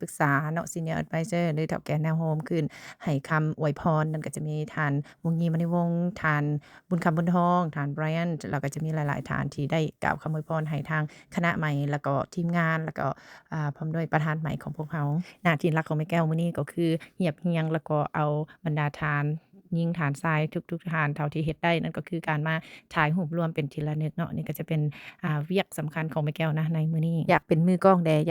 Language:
Lao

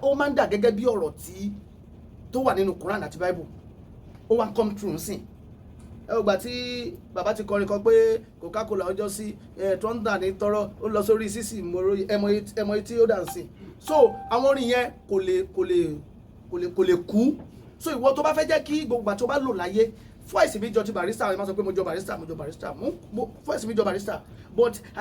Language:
Yoruba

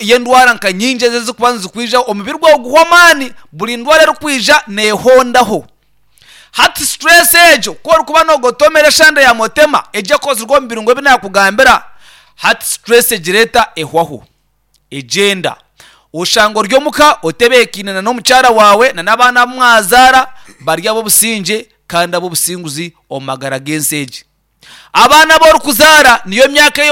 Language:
Nyankole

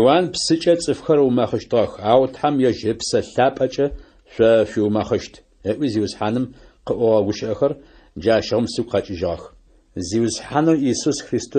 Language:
Adyghe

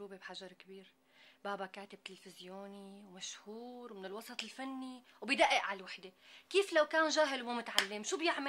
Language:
North Levantine Arabic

